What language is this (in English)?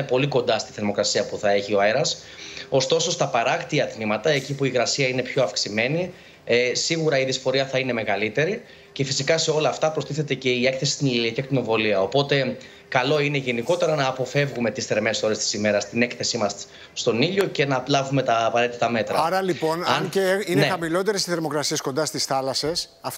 Greek